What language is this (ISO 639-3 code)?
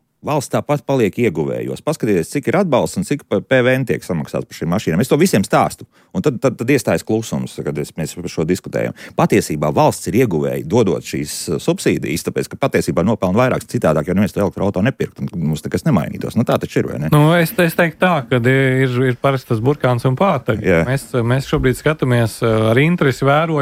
lav